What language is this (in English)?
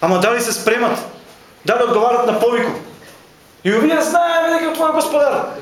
Macedonian